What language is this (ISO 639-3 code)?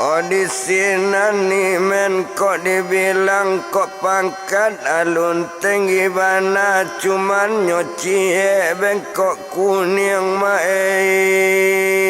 min